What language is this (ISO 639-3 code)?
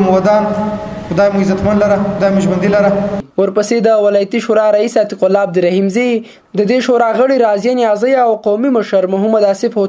pus